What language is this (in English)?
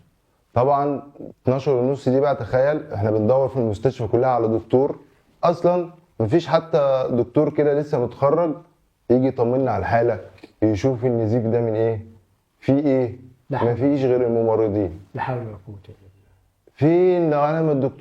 Egyptian Arabic